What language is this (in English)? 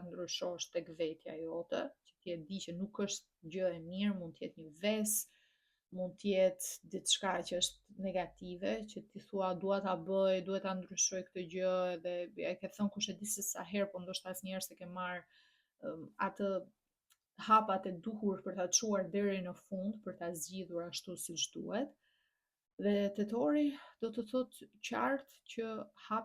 Albanian